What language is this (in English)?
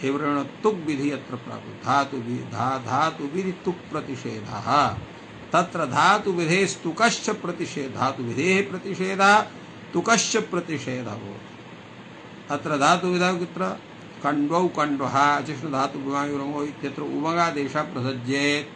Sanskrit